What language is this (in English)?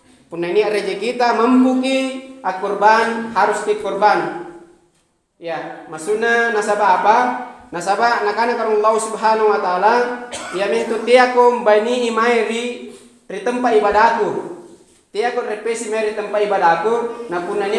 Makasar